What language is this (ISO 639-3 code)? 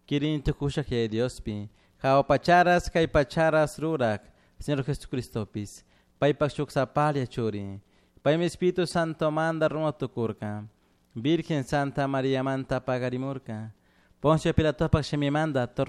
qug